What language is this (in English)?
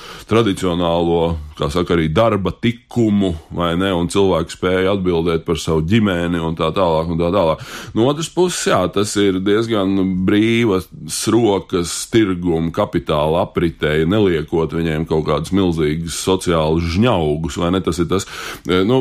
Latvian